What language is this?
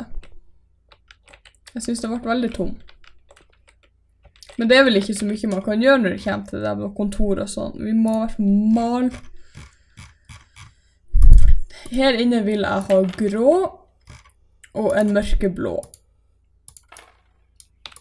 Norwegian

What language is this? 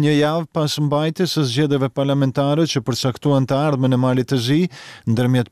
Albanian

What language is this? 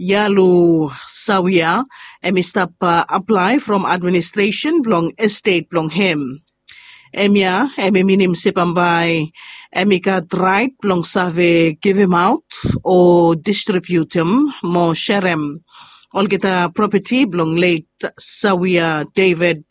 Bislama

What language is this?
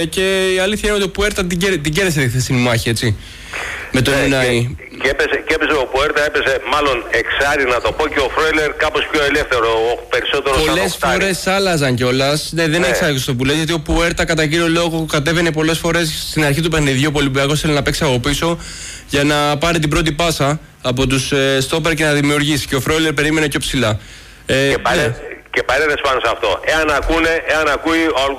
Greek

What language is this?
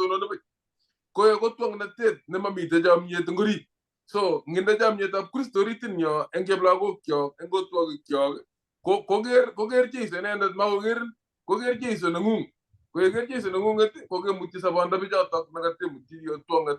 Kalenjin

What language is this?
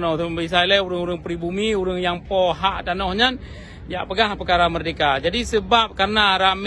Achinese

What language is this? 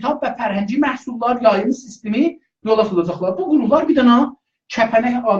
South Azerbaijani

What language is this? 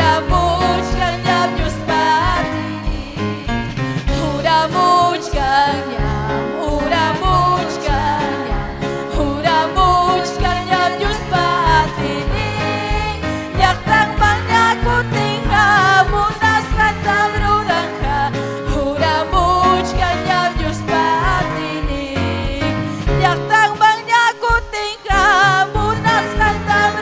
Ayacucho Quechua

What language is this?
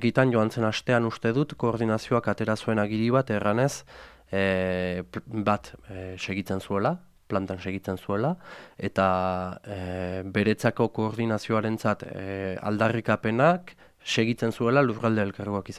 Basque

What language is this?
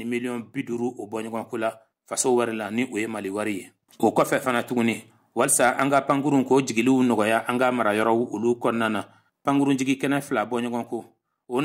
Bambara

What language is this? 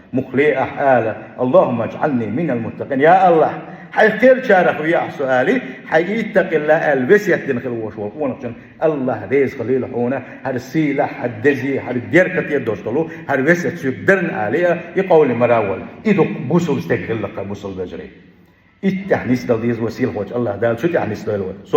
Chechen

